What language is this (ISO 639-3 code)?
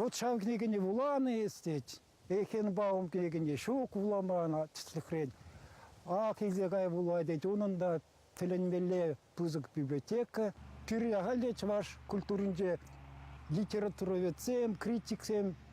chv